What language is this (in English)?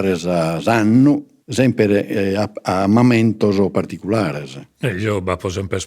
Sardinian